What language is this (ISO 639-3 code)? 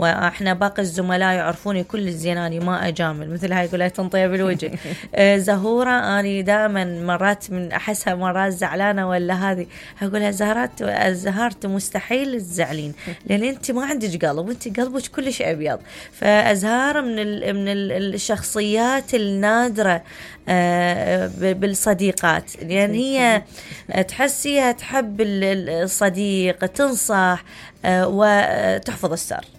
acm